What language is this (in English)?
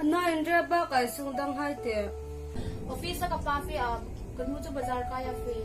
Hmar